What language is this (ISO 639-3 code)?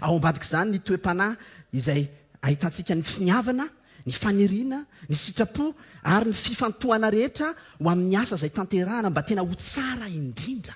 mlg